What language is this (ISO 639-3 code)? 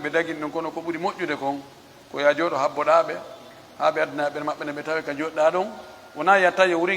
fuf